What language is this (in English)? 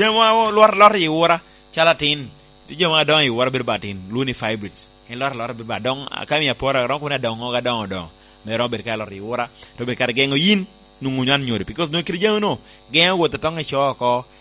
Lango (Uganda)